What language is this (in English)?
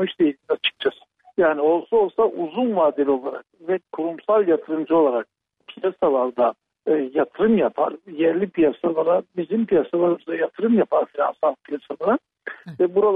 Turkish